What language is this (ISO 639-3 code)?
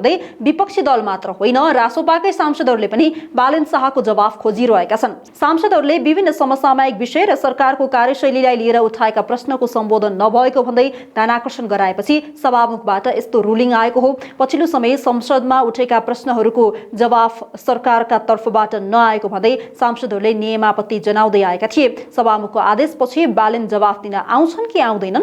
nep